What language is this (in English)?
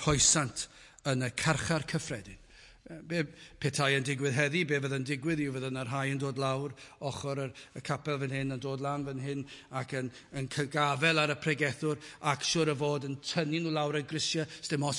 Welsh